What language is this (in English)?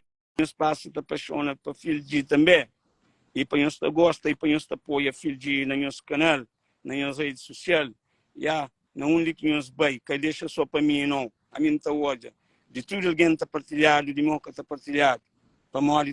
Kabuverdianu